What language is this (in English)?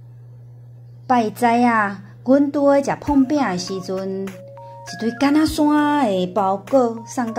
Min Nan Chinese